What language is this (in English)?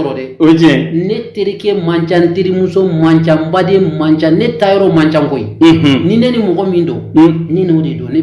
Bambara